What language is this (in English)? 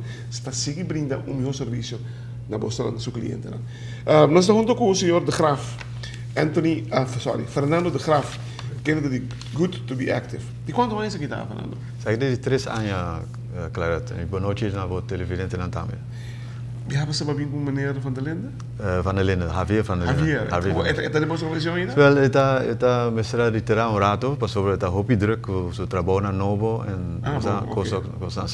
Papiamento